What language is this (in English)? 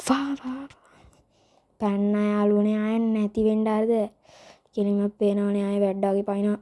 Sinhala